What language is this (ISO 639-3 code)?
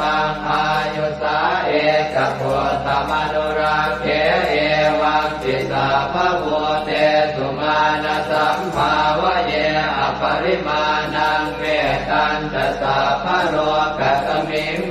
pli